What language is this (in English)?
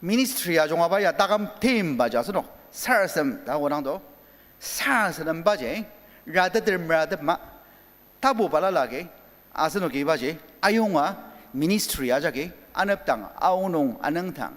Ao Naga